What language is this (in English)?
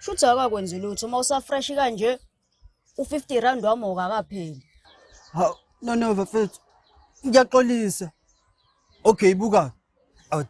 Zulu